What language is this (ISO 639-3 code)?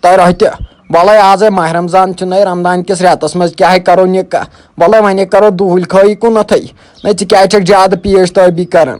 kas